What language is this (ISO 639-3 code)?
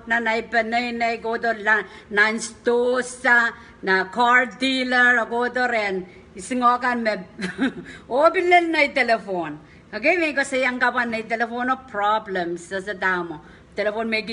pon